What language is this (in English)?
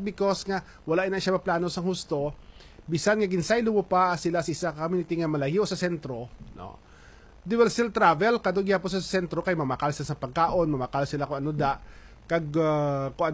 Hiligaynon